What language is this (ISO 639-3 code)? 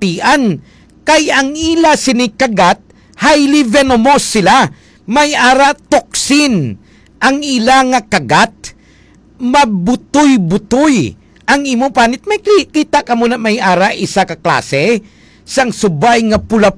hil